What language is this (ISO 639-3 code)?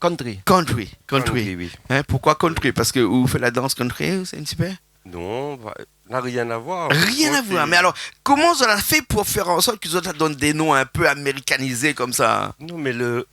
rcf